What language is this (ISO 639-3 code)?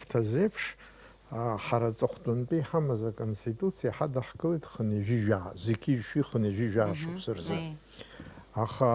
abk